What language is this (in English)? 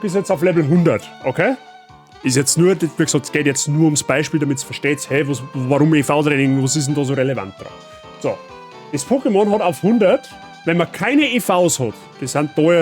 Bavarian